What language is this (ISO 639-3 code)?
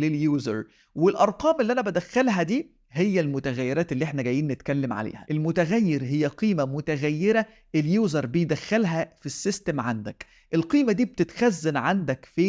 arz